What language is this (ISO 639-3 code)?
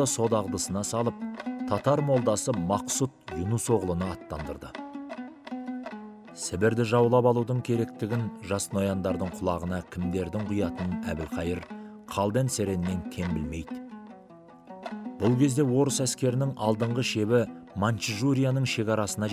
kaz